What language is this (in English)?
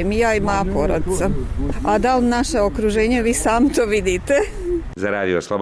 Bosnian